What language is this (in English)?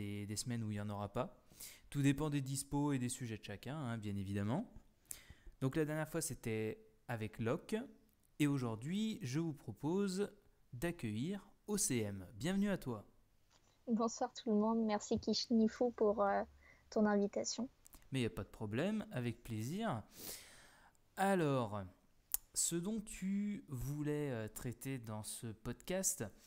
French